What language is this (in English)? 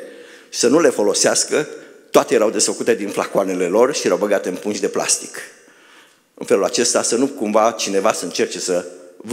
Romanian